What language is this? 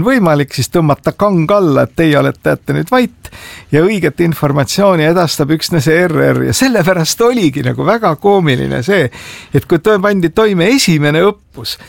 Estonian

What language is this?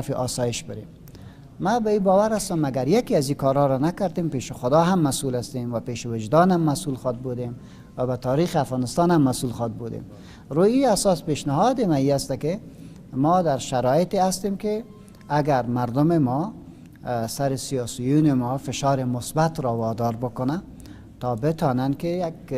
Persian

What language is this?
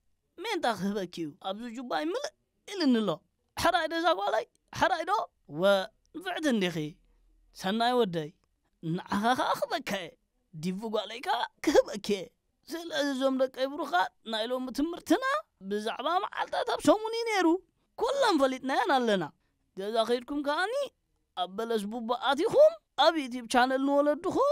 Tigrinya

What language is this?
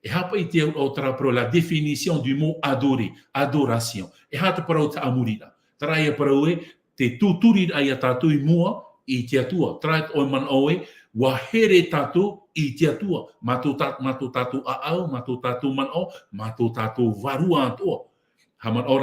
Tahitian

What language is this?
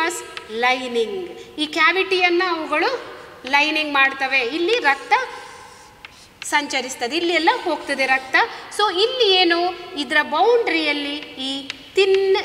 Kannada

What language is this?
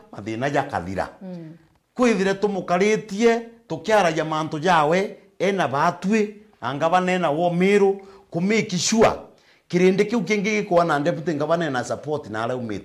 Meru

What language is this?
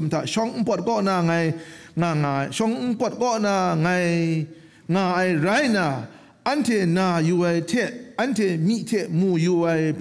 Kachin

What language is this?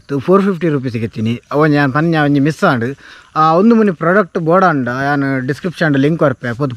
Tulu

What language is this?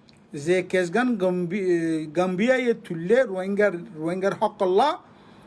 Rohingya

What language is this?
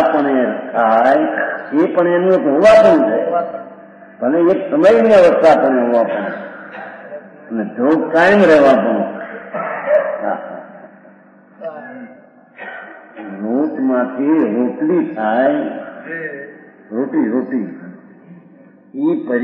Gujarati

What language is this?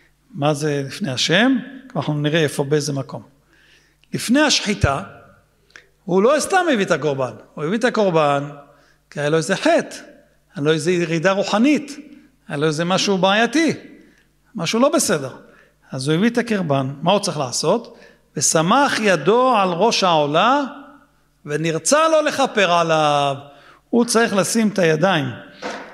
Hebrew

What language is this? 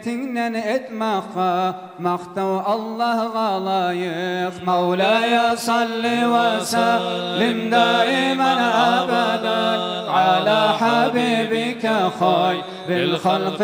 Kumyk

